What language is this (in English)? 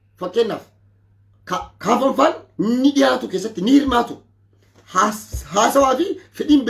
Oromo